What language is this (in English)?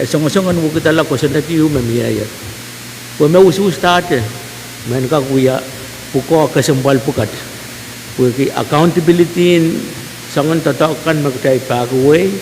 Pohnpeian